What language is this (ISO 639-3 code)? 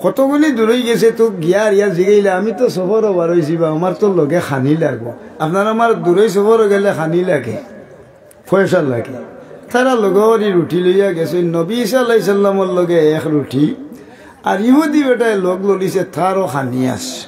syl